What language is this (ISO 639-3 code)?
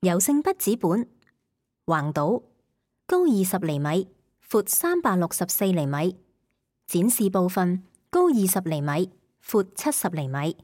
yue